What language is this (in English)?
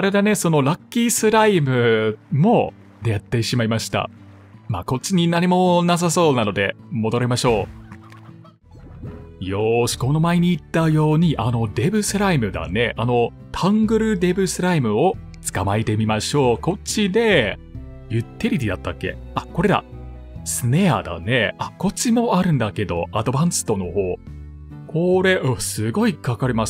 Japanese